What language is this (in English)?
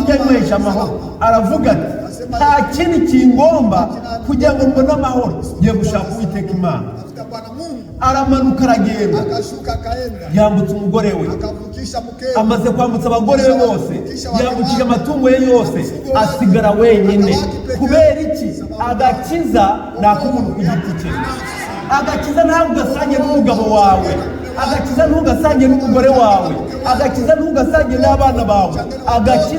Kinyarwanda